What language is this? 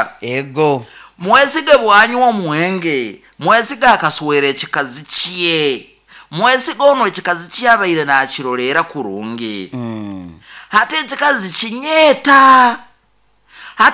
Nyoro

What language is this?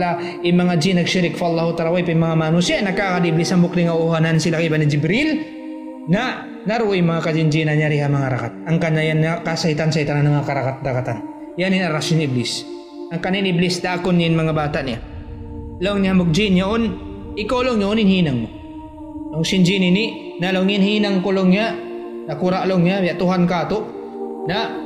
Tausug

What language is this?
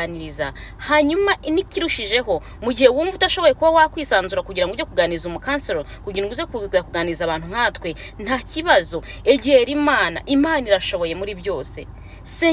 Kinyarwanda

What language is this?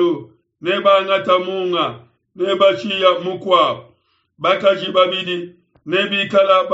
Luba-Lulua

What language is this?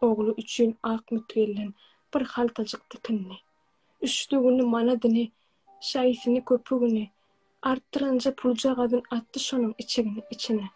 Turkmen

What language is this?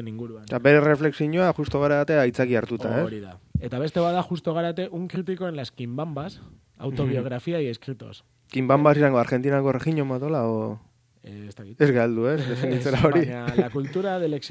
Basque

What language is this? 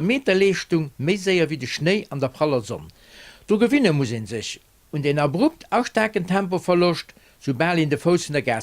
Luxembourgish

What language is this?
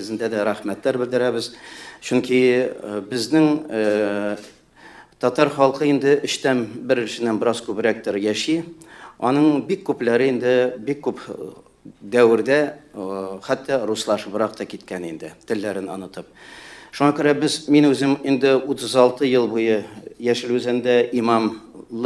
Tatar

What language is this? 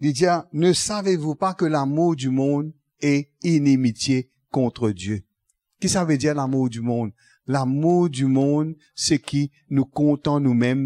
Morisyen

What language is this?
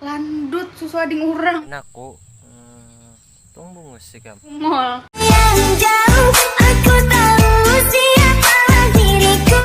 Banjar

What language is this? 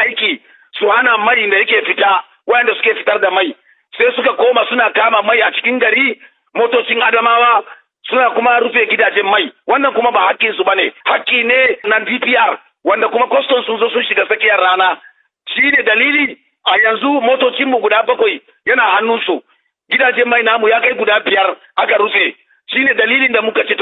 Hausa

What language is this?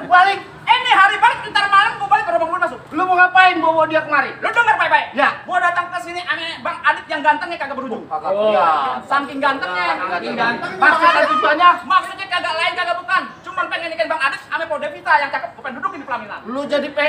Betawi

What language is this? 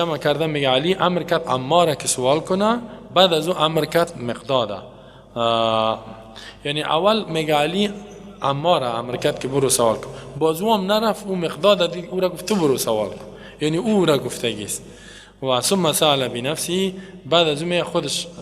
Persian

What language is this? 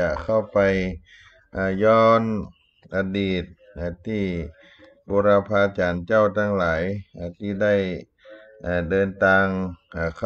Thai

